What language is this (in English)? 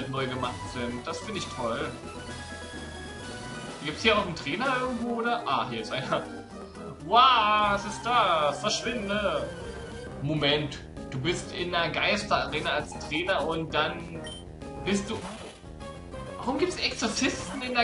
German